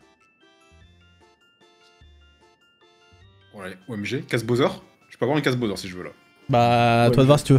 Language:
French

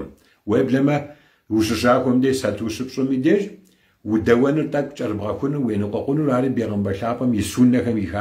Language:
Kabardian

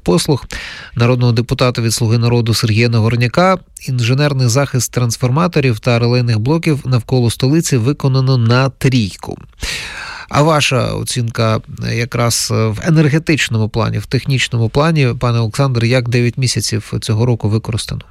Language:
Ukrainian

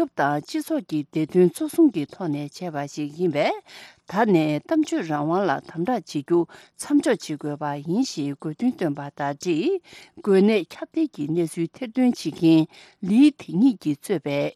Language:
Tibetan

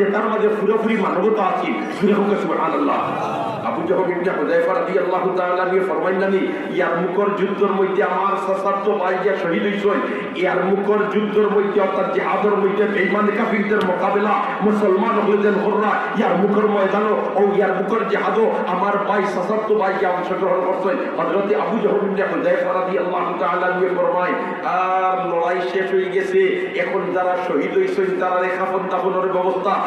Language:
Sylheti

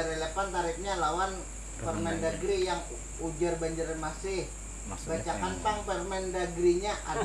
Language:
Banjar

